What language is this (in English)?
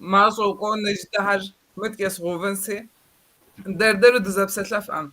Kabardian